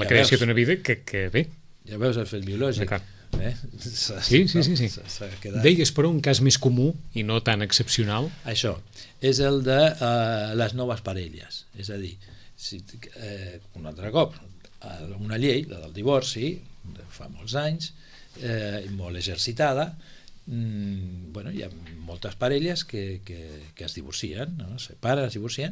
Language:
Catalan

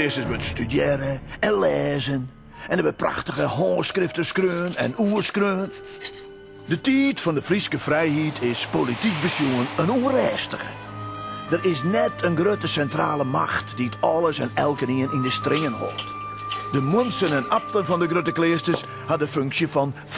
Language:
Western Frisian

